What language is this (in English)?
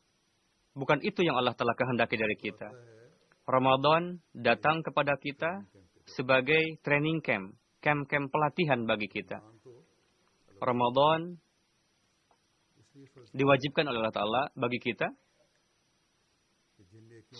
Indonesian